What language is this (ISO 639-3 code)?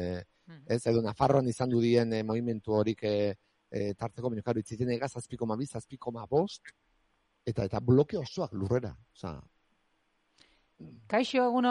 eus